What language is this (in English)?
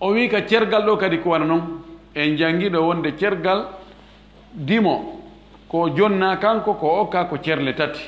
Fula